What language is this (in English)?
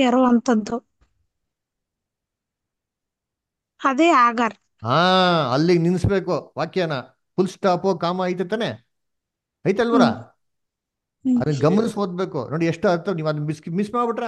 Kannada